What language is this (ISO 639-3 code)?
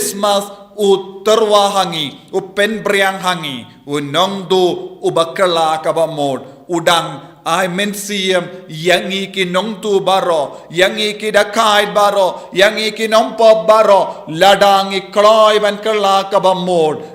kha